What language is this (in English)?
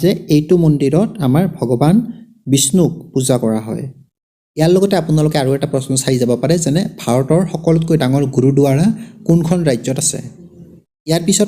Assamese